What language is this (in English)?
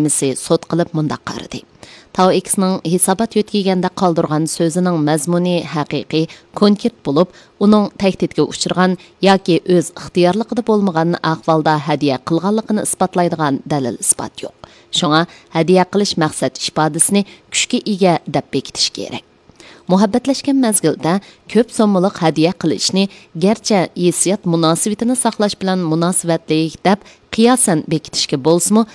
Uyghur